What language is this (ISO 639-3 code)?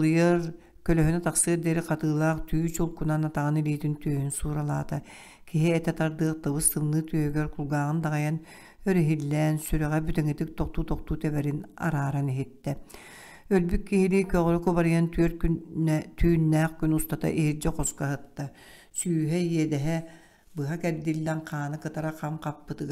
sah